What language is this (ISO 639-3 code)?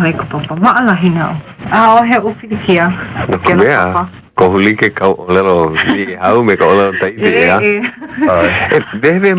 haw